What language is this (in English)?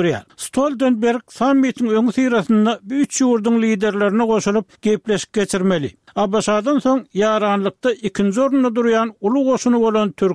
Turkmen